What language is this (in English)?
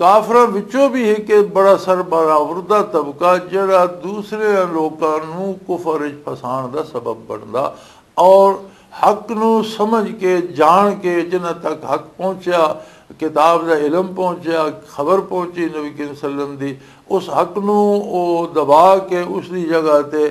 Western Panjabi